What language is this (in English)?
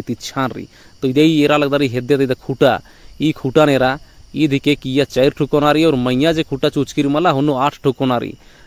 Kurukh